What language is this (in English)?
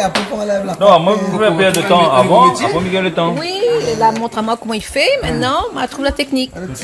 Réunion Creole French